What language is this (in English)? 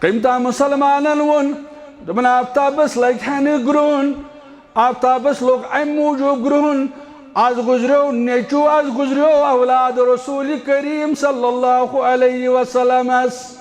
Kashmiri